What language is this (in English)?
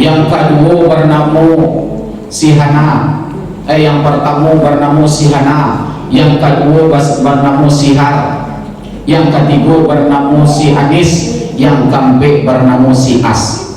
Minangkabau